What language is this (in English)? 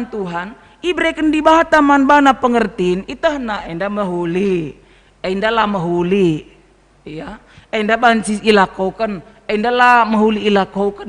Batak Karo